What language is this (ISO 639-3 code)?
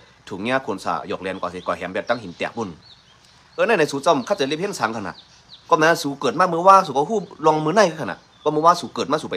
shn